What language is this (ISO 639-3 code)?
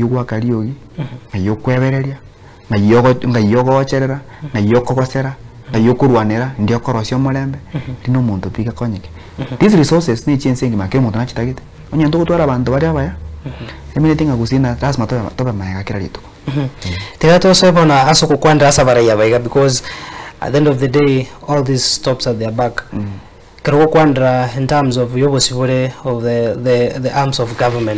guz